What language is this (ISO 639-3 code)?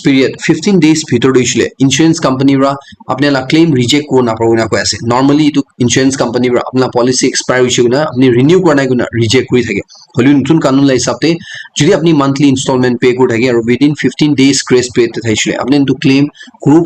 nag